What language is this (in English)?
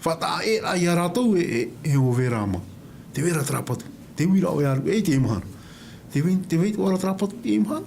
Tahitian